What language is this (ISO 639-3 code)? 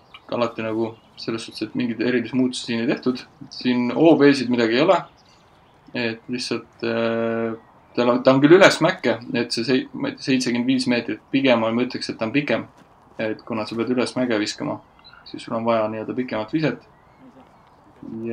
est